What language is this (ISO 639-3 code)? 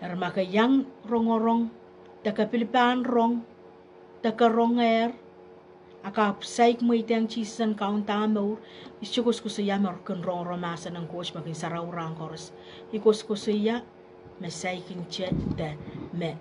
pon